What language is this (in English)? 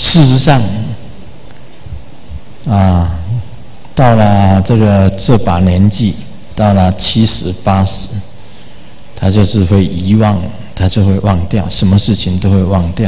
Chinese